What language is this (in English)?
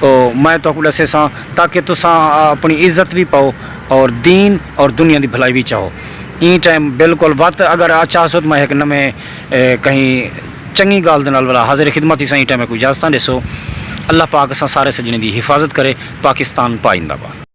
Saraiki